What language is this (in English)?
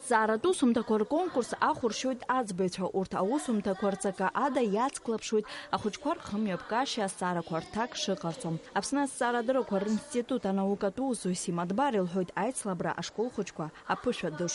Abkhazian